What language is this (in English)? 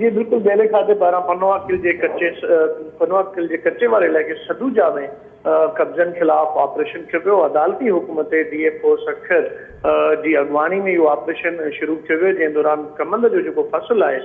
Sindhi